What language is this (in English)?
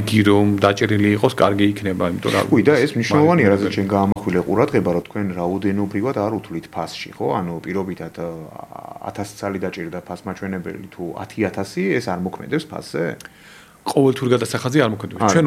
Georgian